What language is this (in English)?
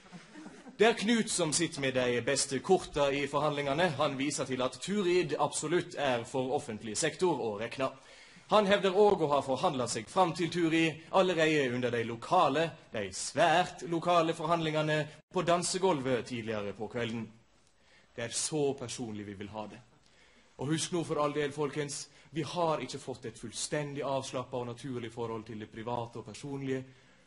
Norwegian